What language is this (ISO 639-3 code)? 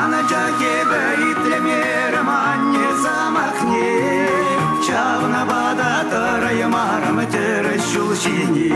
chv